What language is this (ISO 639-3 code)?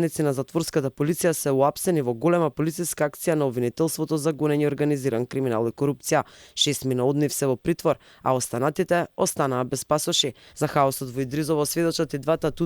mkd